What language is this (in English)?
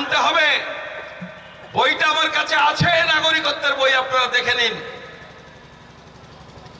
Bangla